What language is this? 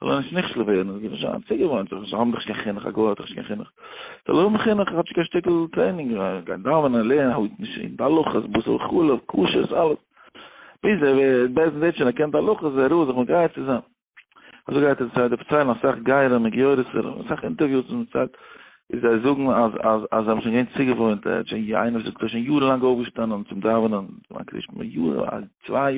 Yiddish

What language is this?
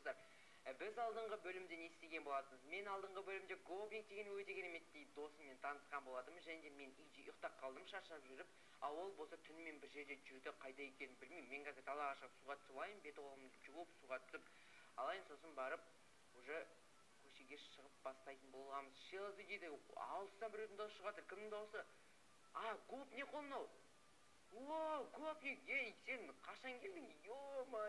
Kazakh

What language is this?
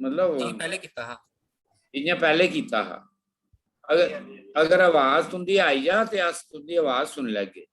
Dogri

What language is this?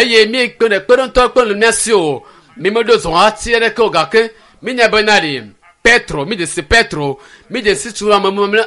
Ewe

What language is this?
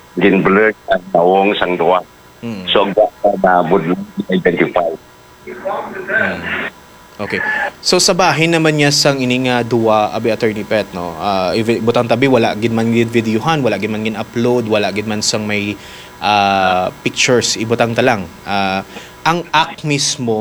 Hiligaynon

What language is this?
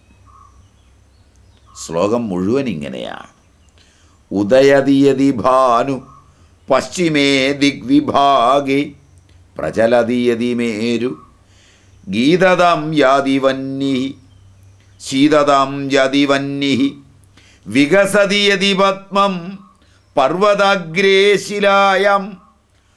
Malayalam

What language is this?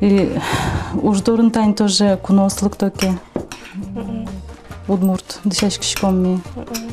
Udmurt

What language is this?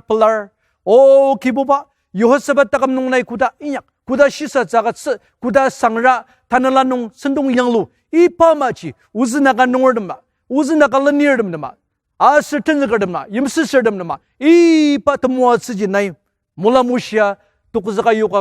Ao Naga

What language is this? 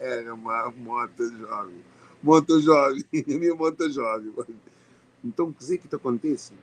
Kabuverdianu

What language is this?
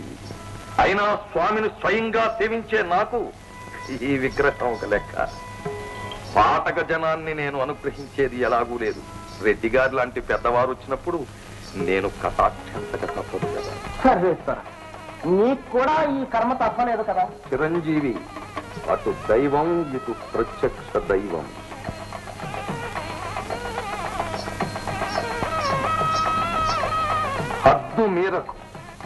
Telugu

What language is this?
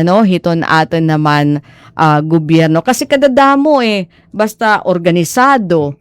Waray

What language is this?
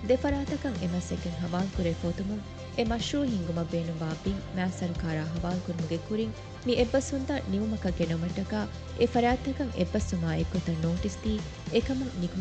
Divehi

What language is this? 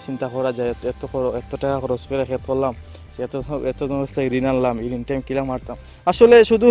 Sylheti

